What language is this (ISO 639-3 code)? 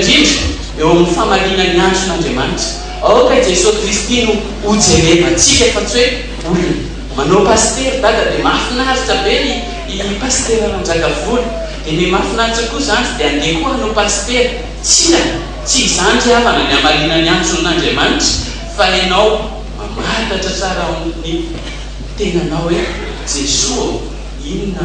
mlg